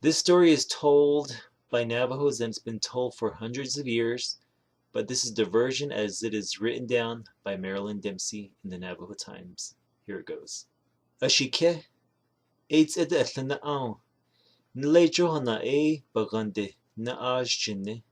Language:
Navajo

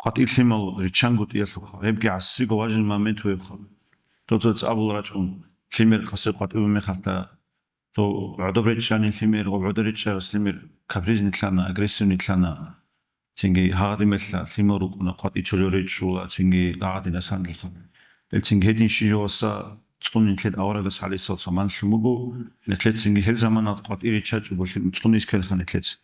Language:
Avaric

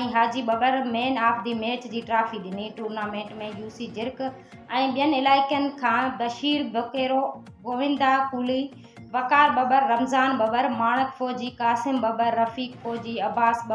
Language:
Sindhi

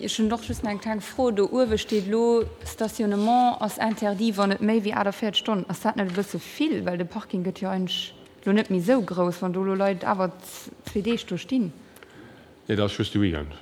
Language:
Luxembourgish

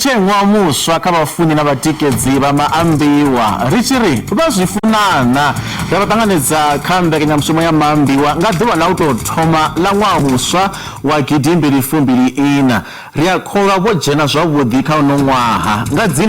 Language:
Venda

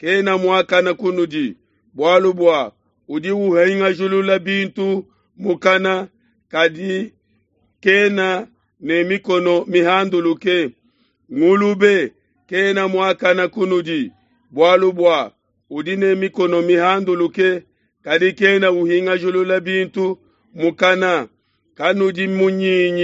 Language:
Luba-Lulua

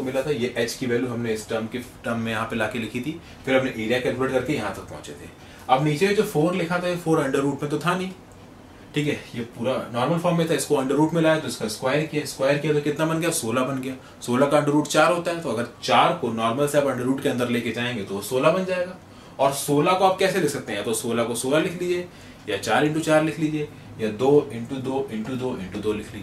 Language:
Hindi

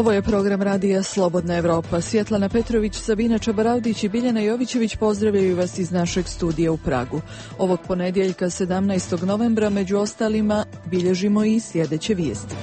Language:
Serbian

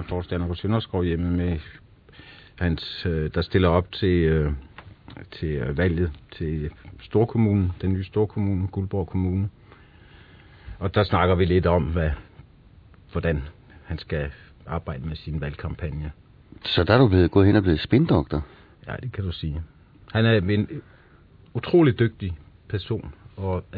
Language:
Danish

